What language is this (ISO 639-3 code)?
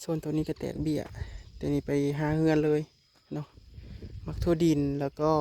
tts